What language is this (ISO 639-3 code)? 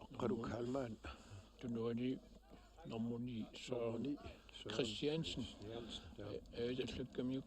kal